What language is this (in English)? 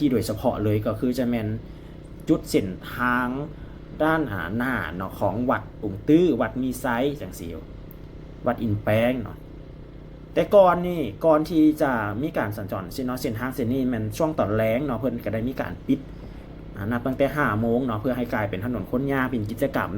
Lao